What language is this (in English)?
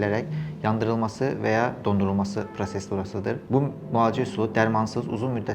Azerbaijani